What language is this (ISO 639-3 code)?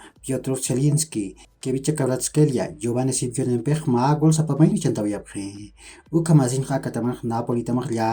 aym